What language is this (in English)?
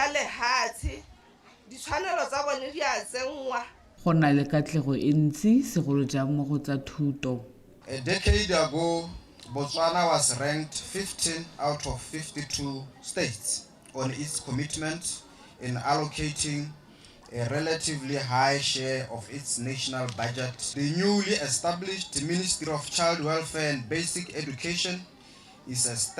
Tswana